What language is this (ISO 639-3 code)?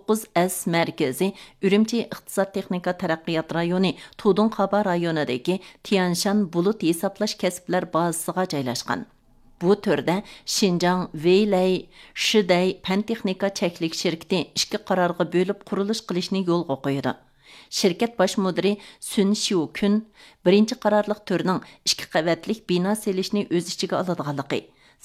uig